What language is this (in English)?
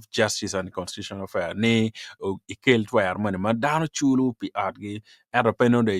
Acoli